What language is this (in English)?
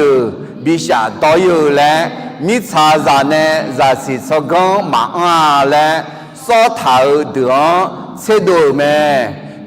Akha